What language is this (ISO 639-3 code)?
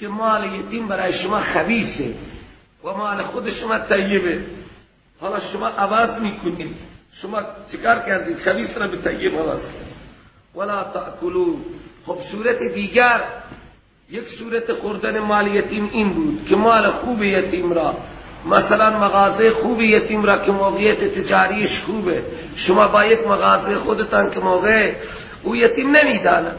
fas